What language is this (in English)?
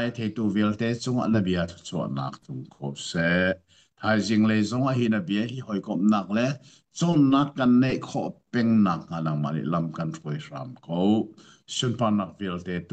Hakha Chin